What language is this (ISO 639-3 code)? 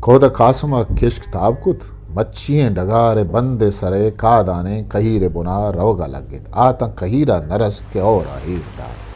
bgp